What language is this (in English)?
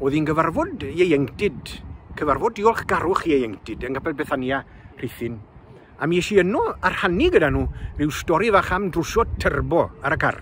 Welsh